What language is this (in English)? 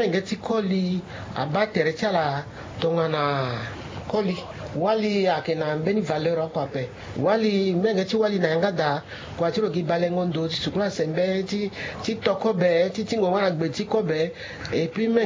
Sango